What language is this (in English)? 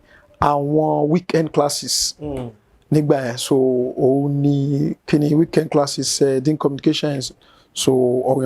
Yoruba